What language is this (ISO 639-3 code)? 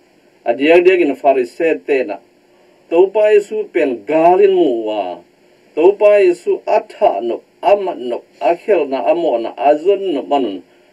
ctd